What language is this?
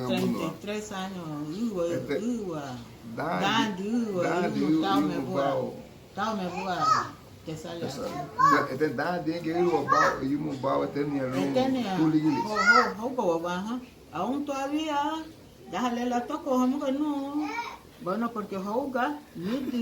Garifuna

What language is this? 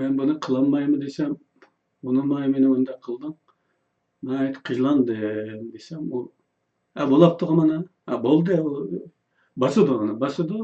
Uyghur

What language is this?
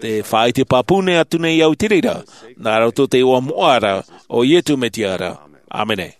Tahitian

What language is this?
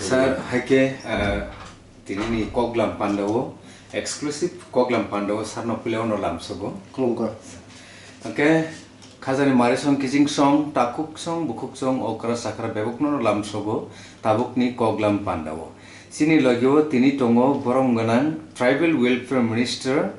Kok Borok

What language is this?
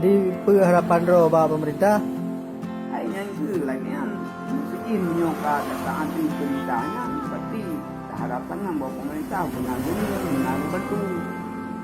Achinese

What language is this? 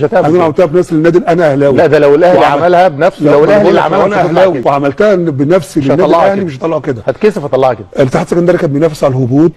Egyptian Arabic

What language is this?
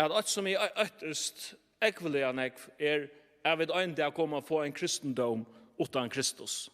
Faroese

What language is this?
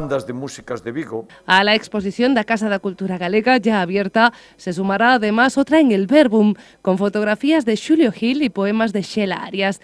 Galician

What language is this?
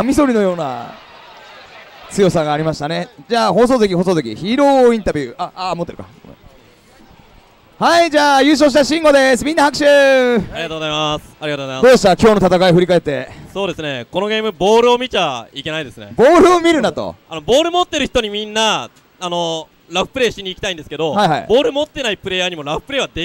Japanese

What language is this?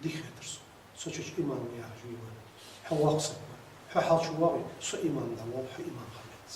Ingush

